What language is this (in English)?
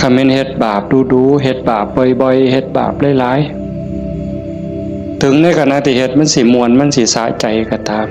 Northeastern Thai